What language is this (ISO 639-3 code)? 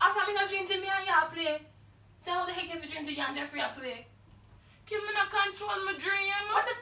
jam